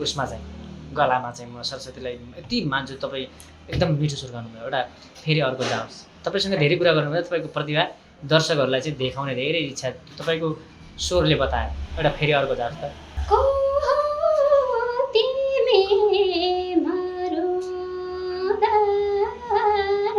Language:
Nepali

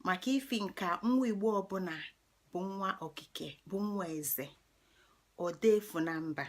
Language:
Igbo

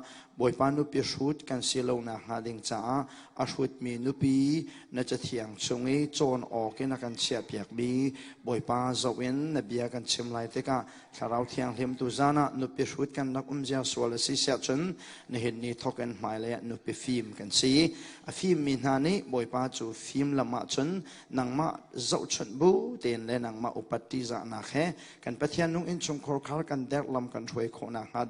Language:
Hakha Chin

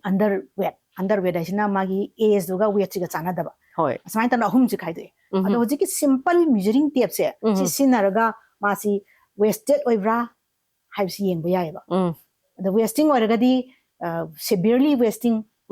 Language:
Manipuri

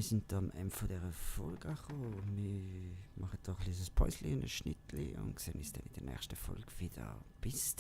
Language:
Swiss German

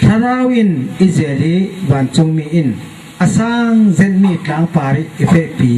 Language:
Falam Chin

